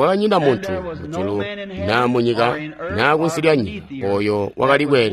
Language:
Tonga (Zambia)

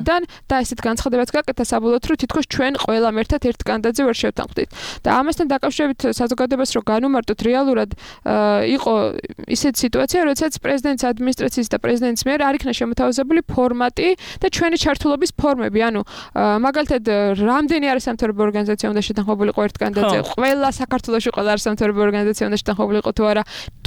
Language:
Georgian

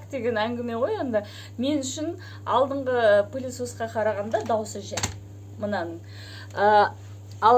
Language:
Kazakh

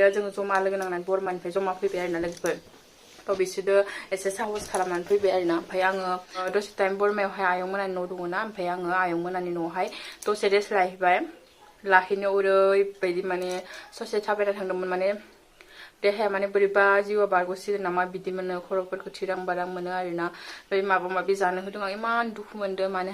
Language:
Bodo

